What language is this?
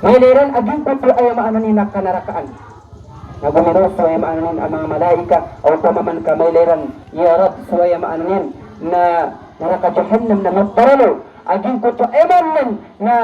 Maranao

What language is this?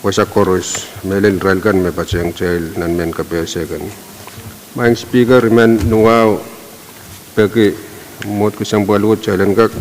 Pohnpeian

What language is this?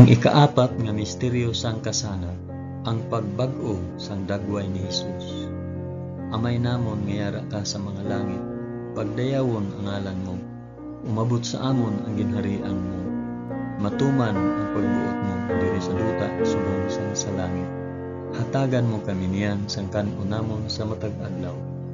Hiligaynon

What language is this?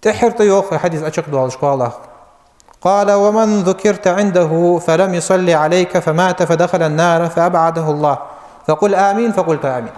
Ingush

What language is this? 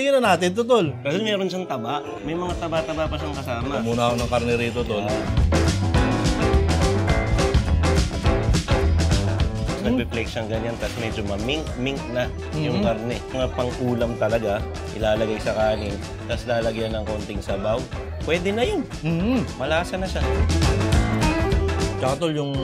Filipino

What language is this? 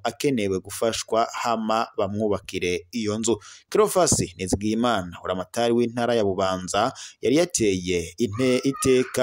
Rundi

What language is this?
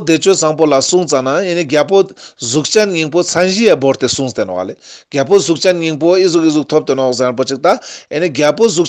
Ladakhi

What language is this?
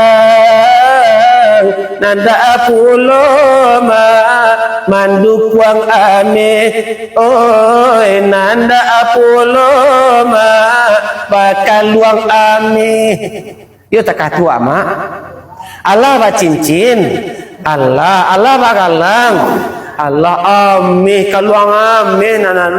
Minangkabau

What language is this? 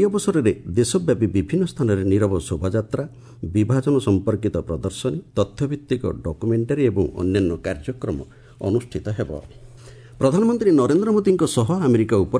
Odia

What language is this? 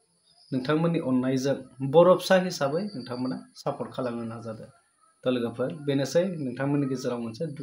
Bodo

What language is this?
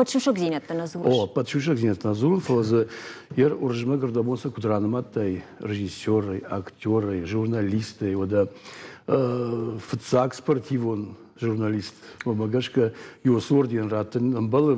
Ossetic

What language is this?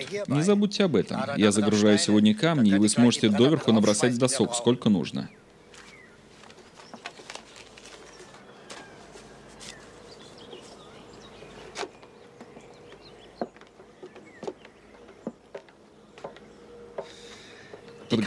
Russian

